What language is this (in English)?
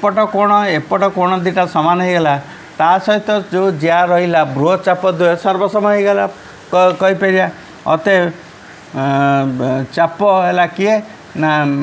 Odia